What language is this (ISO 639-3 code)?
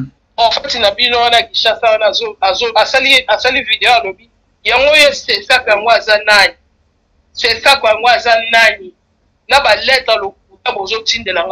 lin